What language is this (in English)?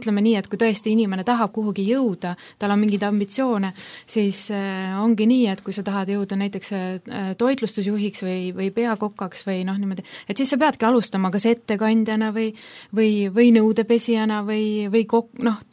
Estonian